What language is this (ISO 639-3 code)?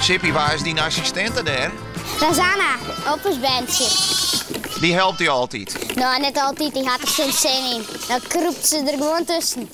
fry